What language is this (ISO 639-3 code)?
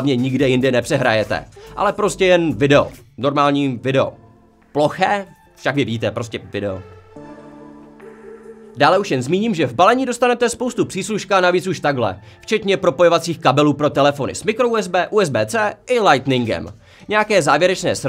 ces